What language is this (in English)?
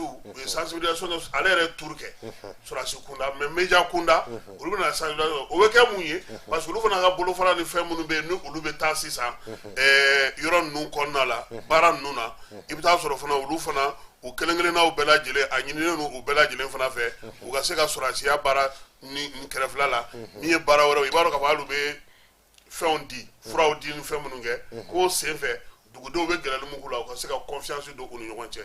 Bambara